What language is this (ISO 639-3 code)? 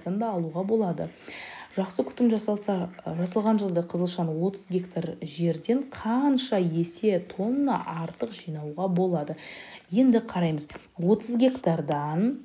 kaz